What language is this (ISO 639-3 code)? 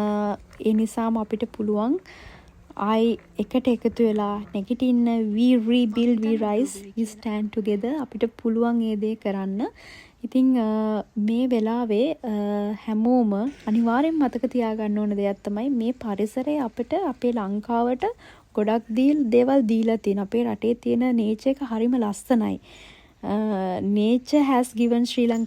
sin